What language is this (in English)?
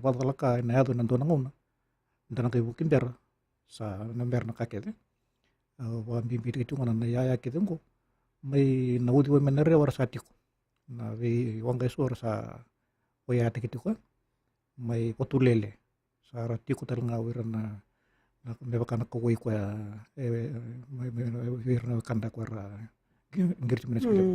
Fijian